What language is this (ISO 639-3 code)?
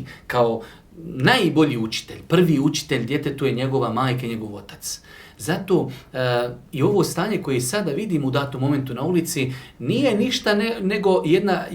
bos